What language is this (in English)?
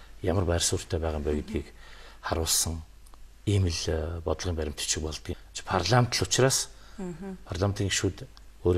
Mongolian